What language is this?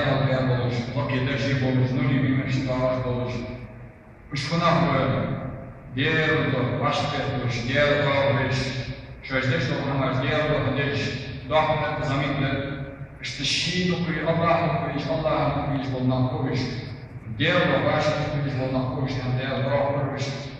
Ingush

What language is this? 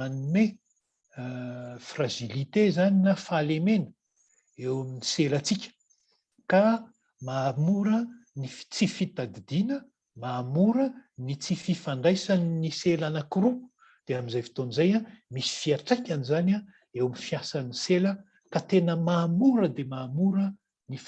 Malagasy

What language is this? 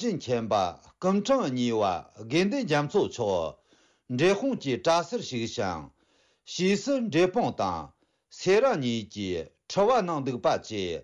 Tibetan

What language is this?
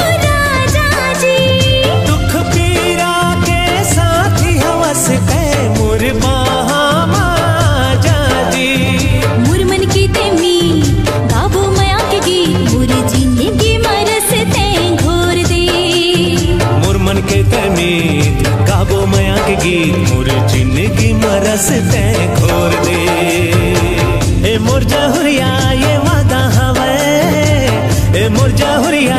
Chhattisgarhi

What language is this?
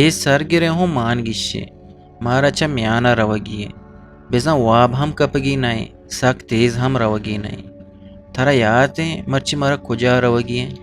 Eastern Balochi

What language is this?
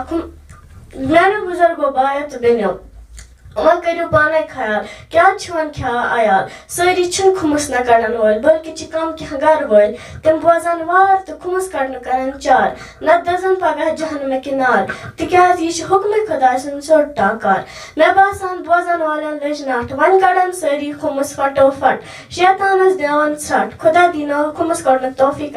Kashmiri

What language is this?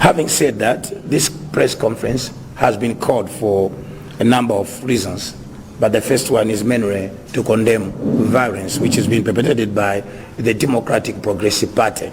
Nyanja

